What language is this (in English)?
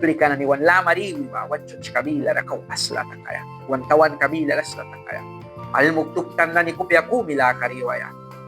Mískito